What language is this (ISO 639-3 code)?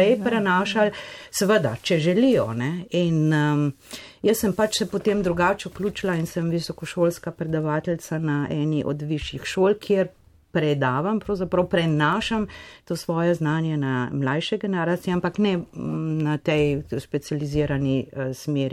slv